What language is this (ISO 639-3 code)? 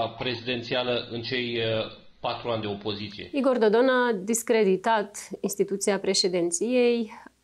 ron